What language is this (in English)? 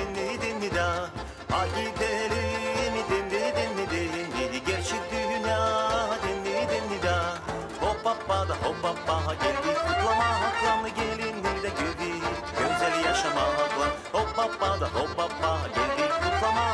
Gagauz